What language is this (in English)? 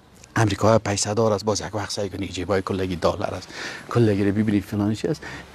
Persian